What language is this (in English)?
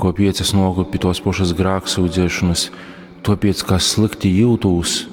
Latgalian